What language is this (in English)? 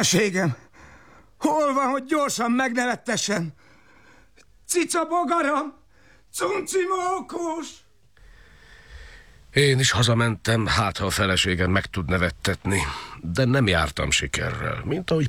Hungarian